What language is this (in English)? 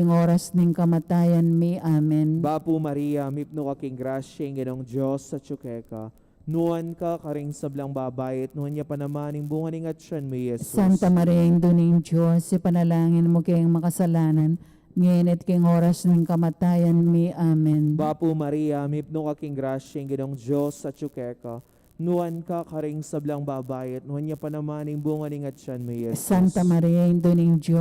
Pampanga